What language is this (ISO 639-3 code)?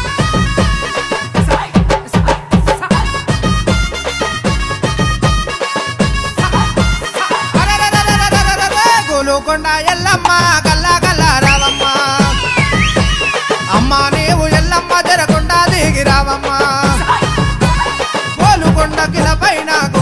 tel